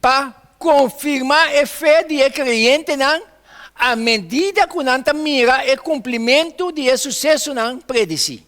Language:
Papiamento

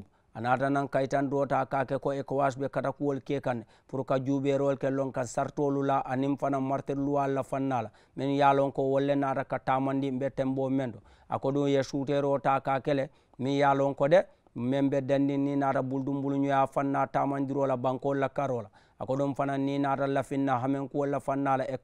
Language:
Mandingo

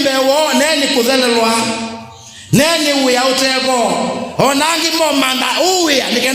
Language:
Kamba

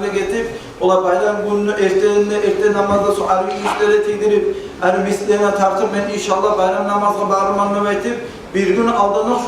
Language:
Kumyk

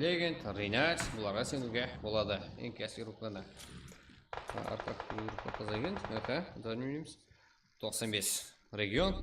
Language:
Kara-Kalpak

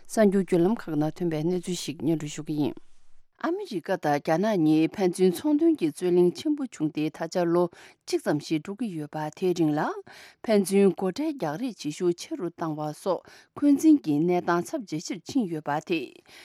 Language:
Tibetan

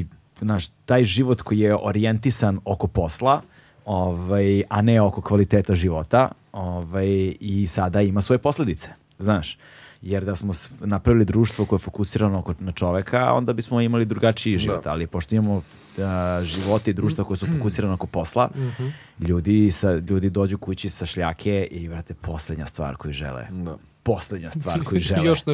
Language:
Serbian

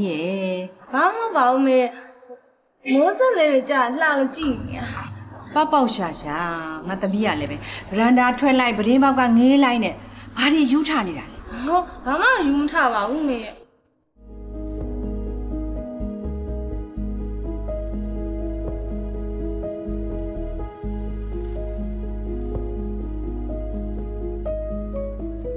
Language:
Burmese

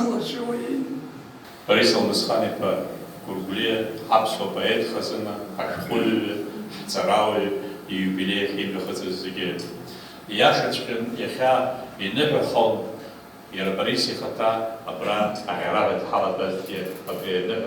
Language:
Abkhazian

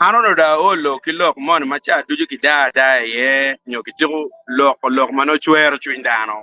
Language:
Acoli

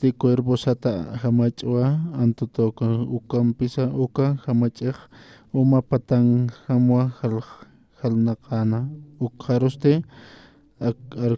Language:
Aymara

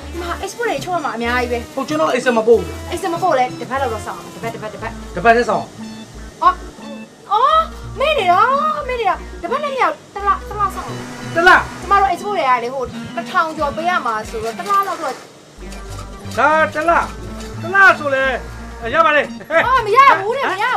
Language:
Burmese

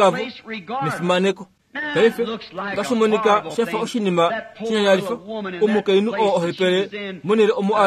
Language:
Kuanyama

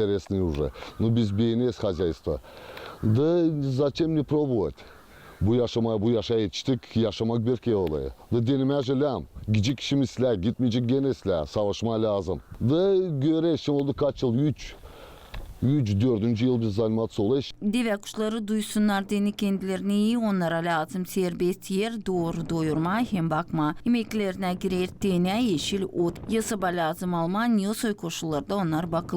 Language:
Gagauz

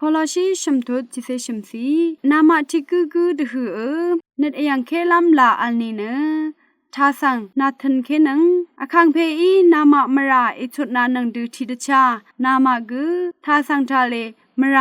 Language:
Rawang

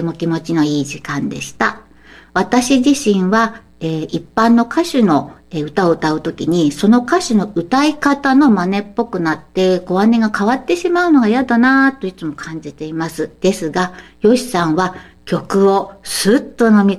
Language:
Japanese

